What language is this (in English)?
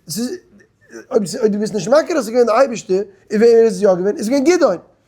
Yiddish